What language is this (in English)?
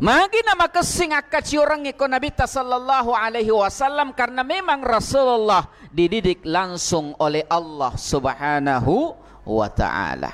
Buginese